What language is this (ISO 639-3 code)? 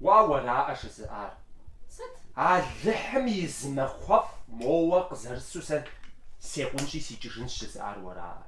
kbd